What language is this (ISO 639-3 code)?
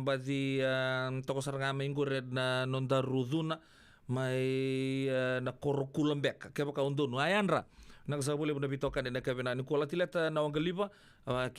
fij